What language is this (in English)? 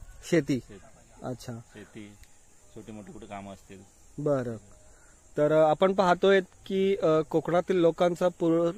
Marathi